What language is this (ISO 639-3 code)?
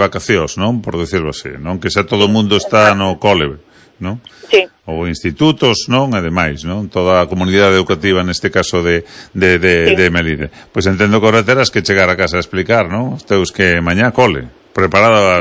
glg